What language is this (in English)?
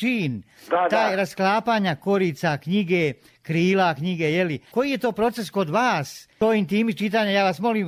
Croatian